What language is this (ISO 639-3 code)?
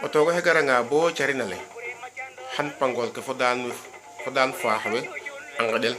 srr